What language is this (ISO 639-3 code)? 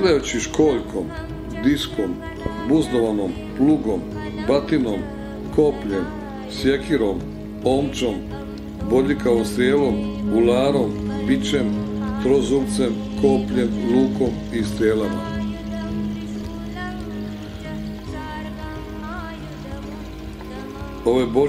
hrv